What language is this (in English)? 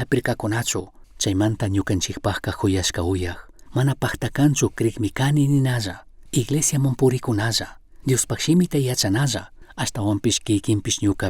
Chimborazo Highland Quichua